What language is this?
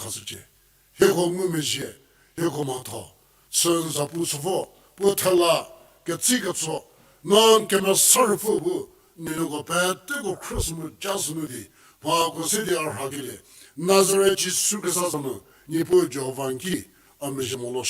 Angami Naga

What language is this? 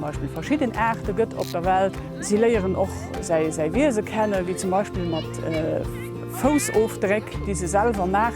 Luxembourgish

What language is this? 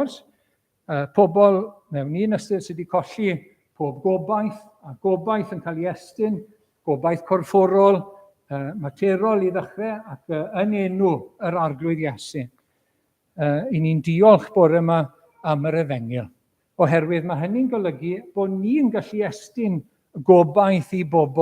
Welsh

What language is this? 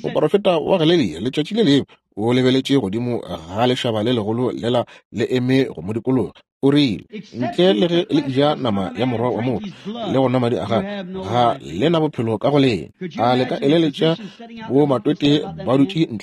Northern Sotho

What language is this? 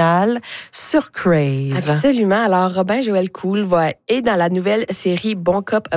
French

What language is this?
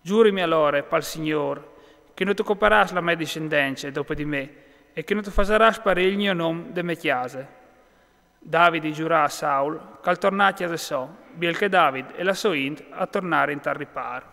Friulian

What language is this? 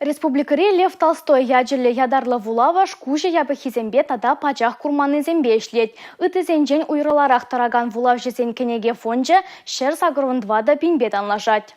Chuvash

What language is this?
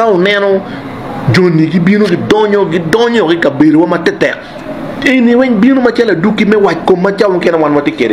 Acoli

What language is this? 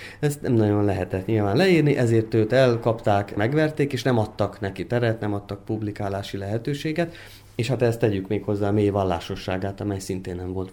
Hungarian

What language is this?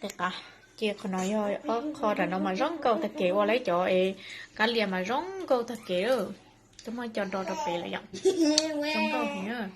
Hmong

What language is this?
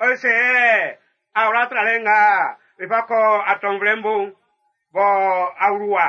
Baoulé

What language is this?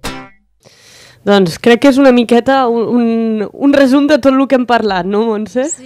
Catalan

